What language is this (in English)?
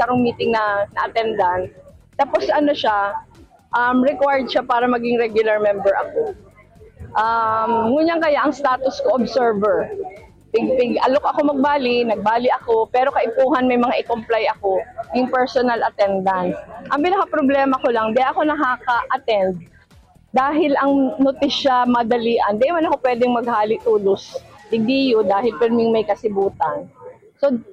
Bikol